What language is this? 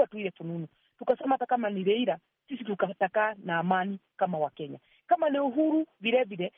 Swahili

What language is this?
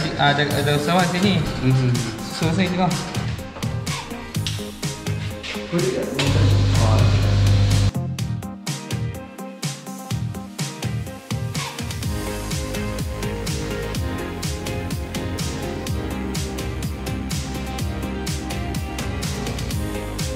Malay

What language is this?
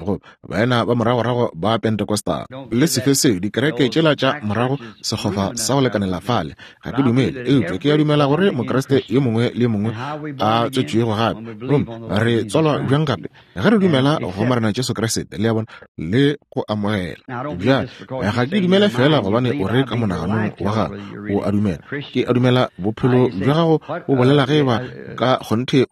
Northern Sotho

